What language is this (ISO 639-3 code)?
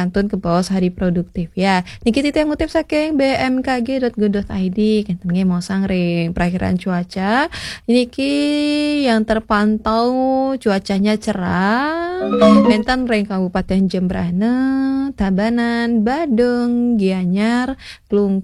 ban